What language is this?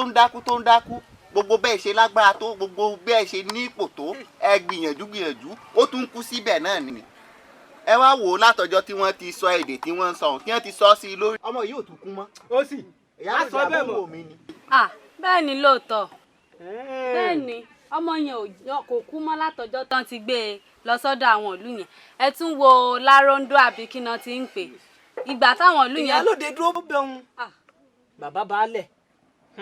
Yoruba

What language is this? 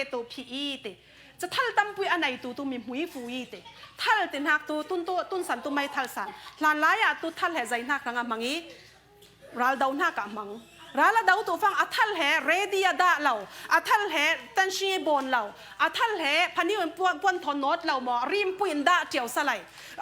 Falam Chin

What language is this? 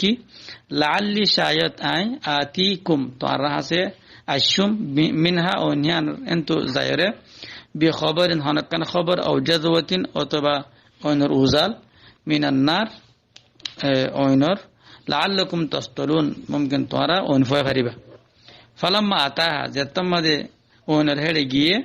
Rohingya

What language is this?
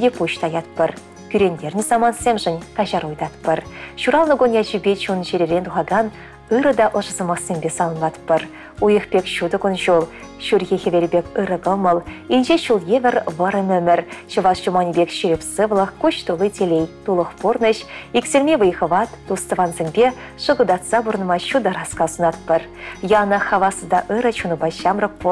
Chuvash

